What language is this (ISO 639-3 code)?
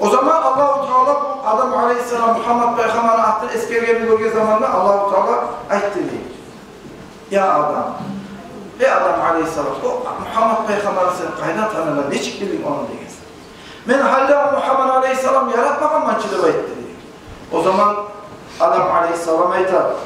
kum